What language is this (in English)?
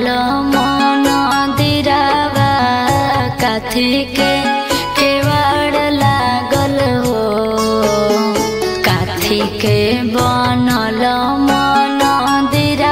Bhojpuri